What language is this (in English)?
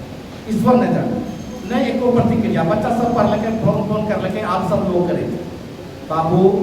Angika